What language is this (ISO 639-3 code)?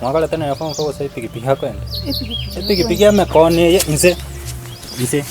guz